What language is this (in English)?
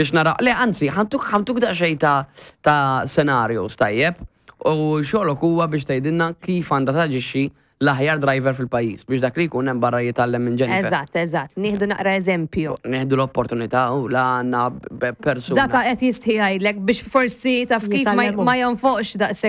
Maltese